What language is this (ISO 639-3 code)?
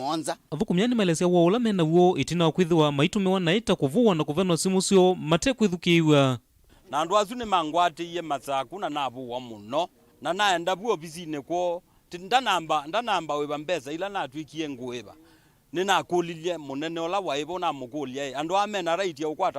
kam